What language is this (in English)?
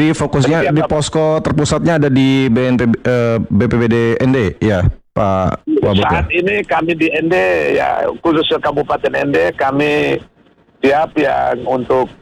Indonesian